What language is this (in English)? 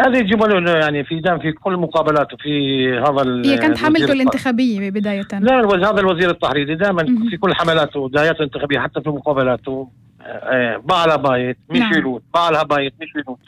North Levantine Arabic